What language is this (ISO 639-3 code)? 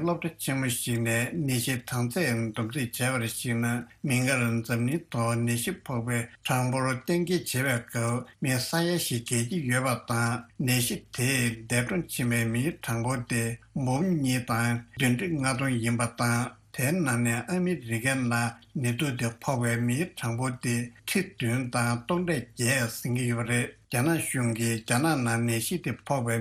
bod